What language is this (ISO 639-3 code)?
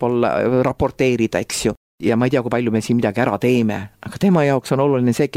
est